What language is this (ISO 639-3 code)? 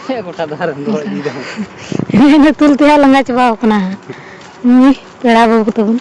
sat